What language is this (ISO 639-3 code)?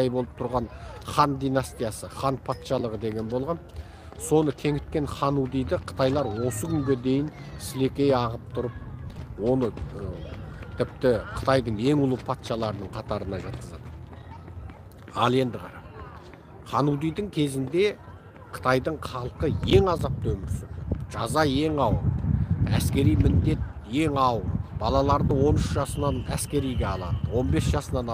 kaz